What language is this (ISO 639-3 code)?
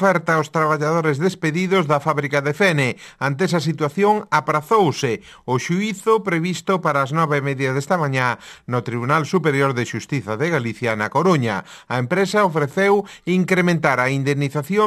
glg